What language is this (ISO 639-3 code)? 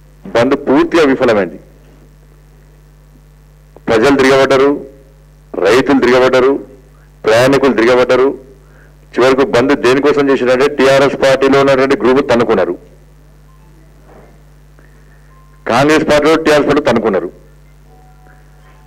tel